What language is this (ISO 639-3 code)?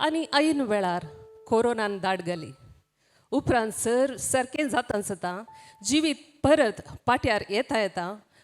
kok